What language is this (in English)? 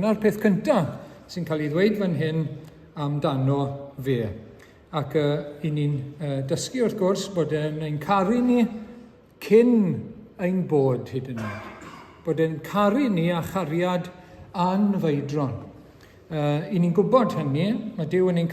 Welsh